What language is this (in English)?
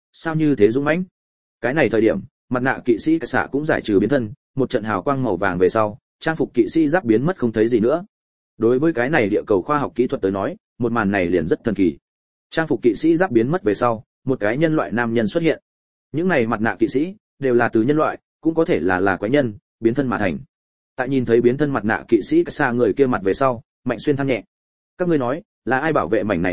Vietnamese